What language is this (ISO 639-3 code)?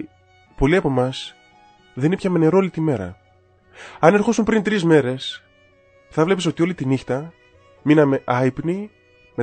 ell